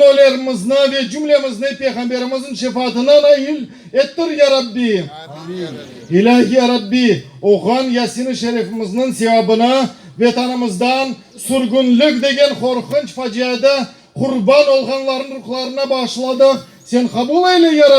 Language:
Crimean Tatar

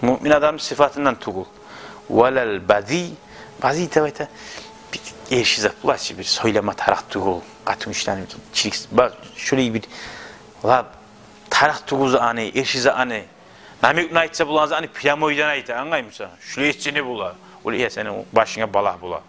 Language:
Kumyk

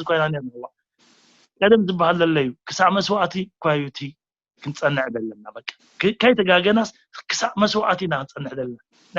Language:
Tigrinya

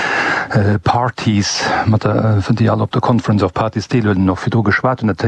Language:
Luxembourgish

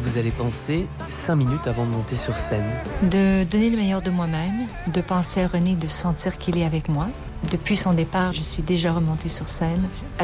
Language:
French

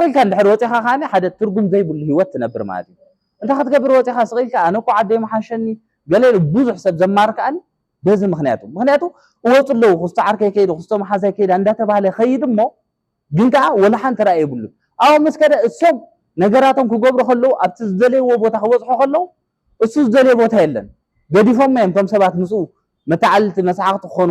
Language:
Tigrinya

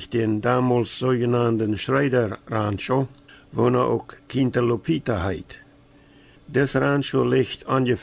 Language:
Plautdietsch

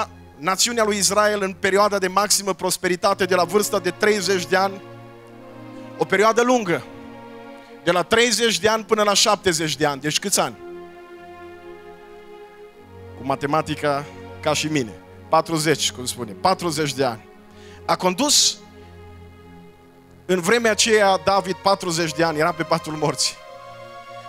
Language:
Romanian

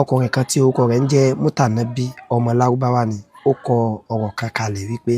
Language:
Yoruba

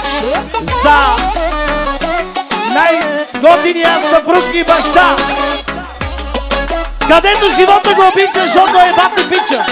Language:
Bulgarian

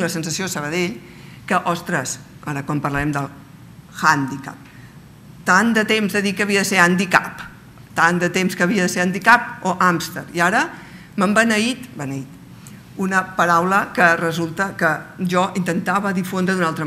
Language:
Catalan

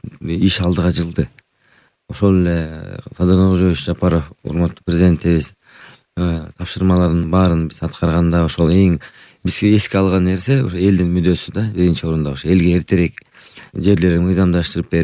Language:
Kyrgyz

